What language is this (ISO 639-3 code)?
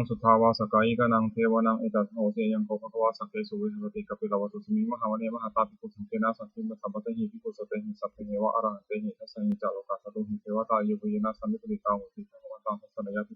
pli